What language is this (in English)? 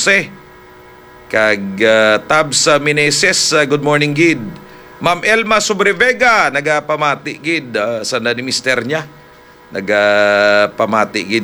Hiligaynon